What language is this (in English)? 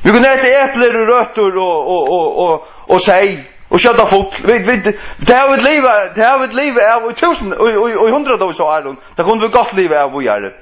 Faroese